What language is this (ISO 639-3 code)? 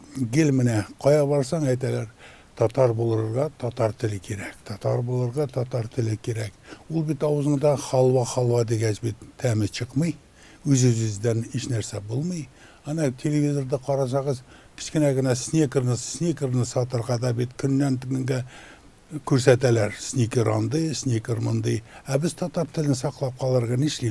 tat